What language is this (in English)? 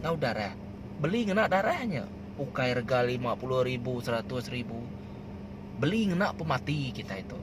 Iban